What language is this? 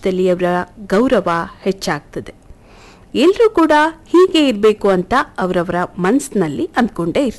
Kannada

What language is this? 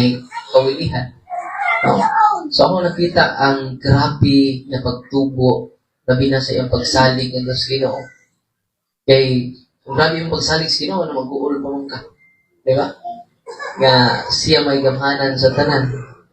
Cebuano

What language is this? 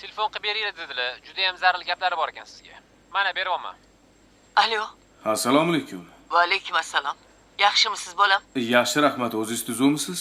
Uzbek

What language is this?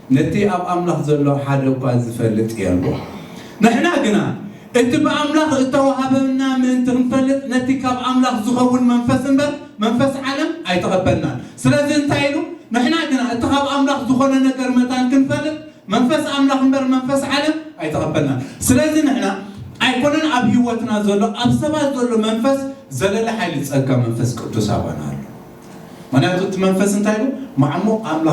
Tigrinya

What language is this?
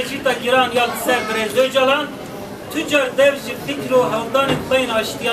Kurdish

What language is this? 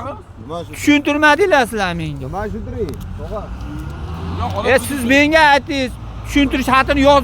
Uzbek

